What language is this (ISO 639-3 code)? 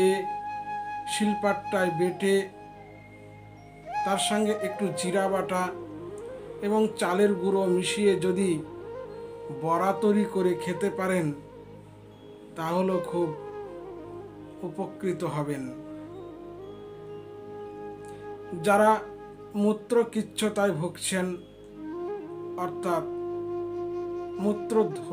ben